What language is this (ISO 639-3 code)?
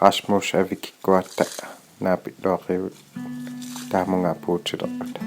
kal